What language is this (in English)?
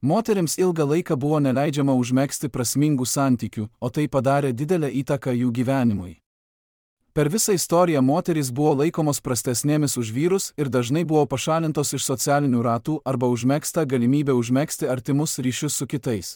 Lithuanian